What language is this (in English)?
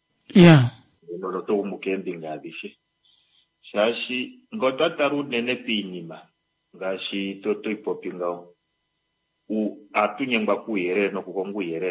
Kuanyama